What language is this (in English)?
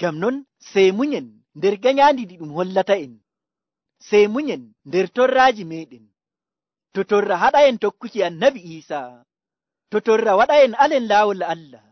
Nigerian Fulfulde